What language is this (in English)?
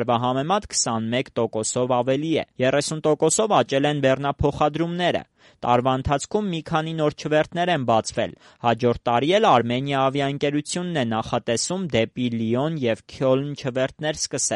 Armenian